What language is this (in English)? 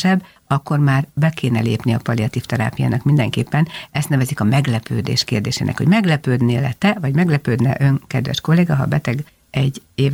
Hungarian